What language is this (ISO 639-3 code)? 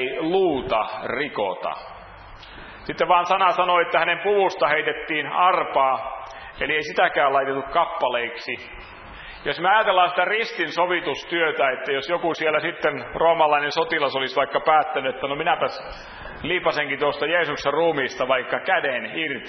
fin